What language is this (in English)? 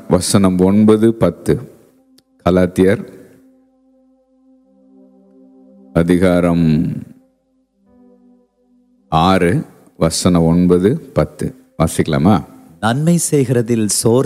Tamil